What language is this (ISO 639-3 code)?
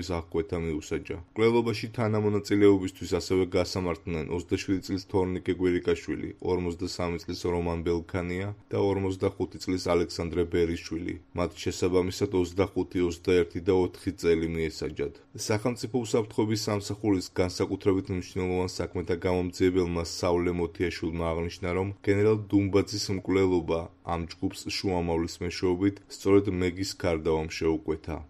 kat